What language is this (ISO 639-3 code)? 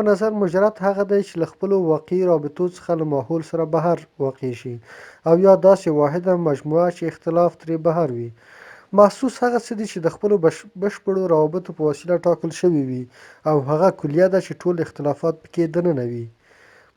pus